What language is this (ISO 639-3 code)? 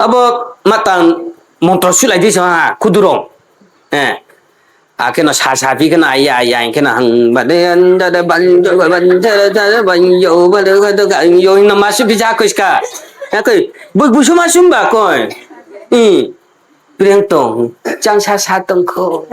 ria